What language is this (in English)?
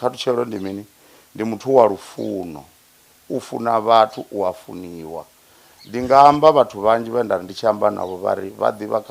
Venda